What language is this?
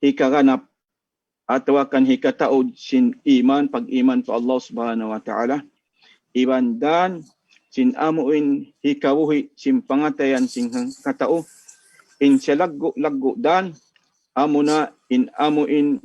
Tausug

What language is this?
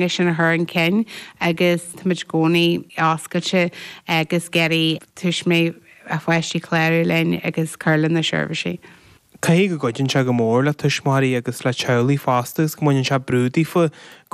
Irish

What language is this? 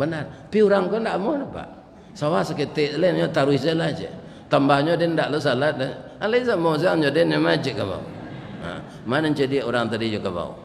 Minangkabau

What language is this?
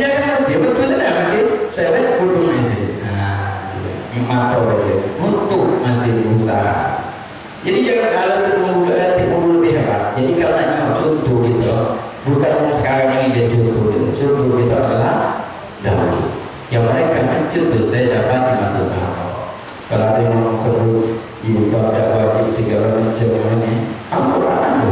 Musi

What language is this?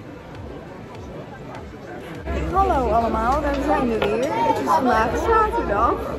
Dutch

